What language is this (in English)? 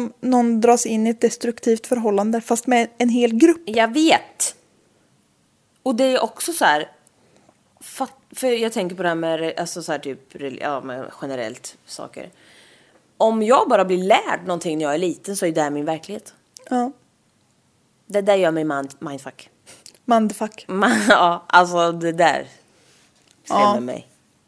Swedish